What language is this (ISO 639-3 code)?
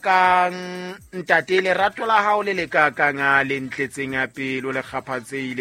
sot